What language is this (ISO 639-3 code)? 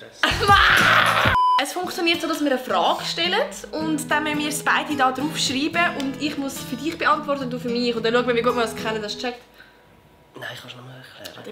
gsw